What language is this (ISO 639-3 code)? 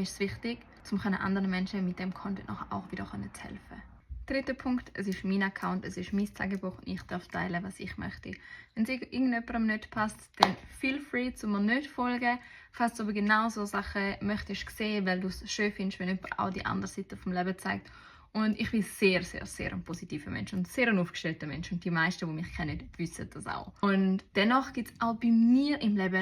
gsw